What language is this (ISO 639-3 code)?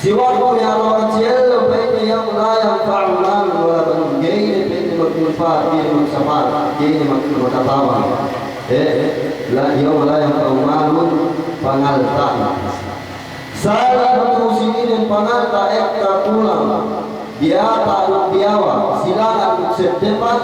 yka